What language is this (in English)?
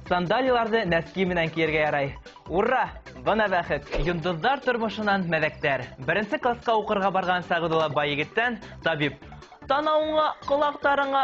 Bashkir